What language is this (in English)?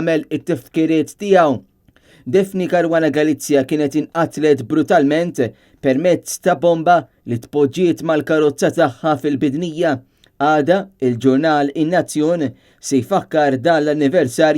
Maltese